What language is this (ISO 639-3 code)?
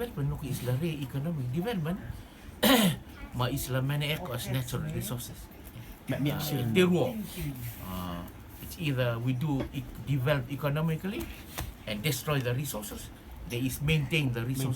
rtm